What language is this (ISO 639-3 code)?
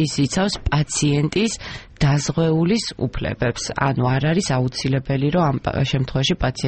kat